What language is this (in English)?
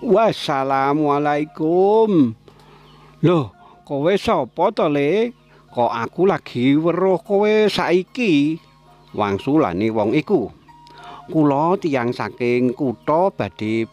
Javanese